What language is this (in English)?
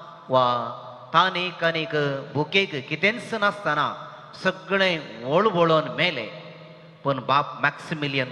Konkani